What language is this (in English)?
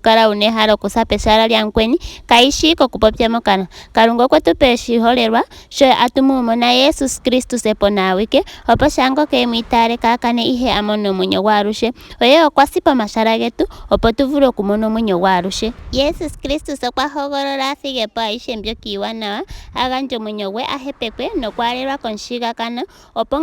Ndonga